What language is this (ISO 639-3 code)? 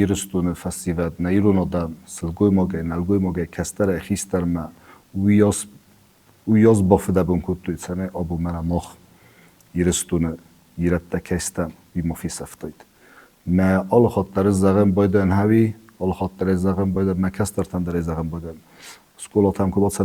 oss